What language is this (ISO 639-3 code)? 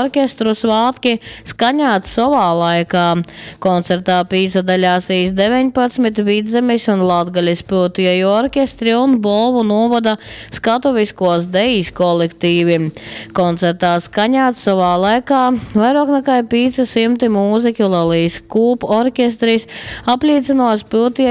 ltg